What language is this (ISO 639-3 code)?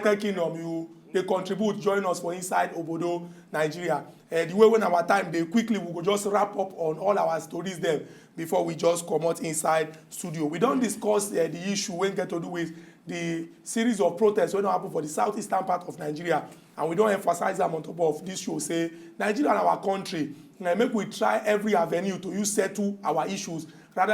pcm